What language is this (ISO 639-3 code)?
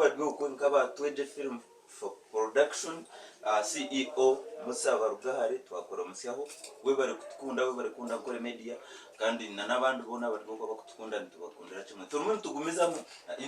nyn